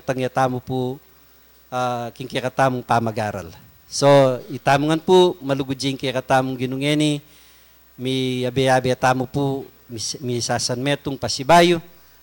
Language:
Pampanga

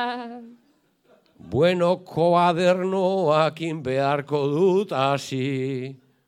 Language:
Basque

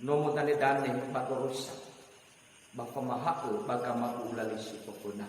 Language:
Nias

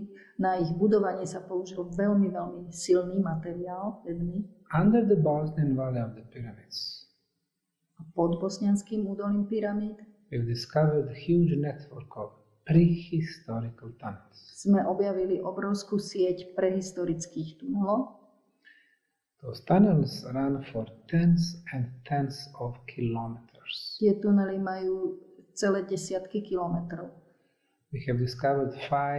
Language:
Slovak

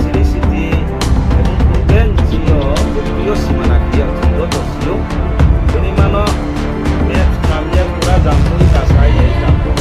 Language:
Riang (India)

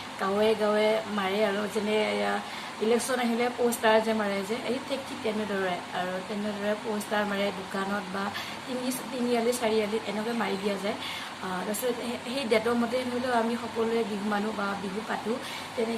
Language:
Assamese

